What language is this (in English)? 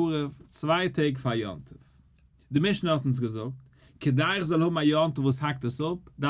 Yiddish